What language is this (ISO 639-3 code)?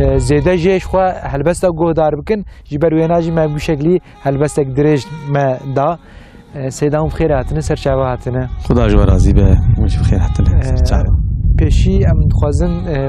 kur